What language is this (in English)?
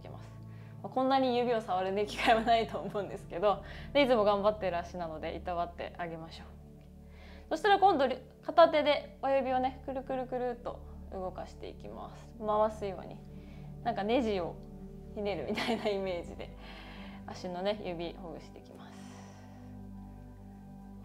Japanese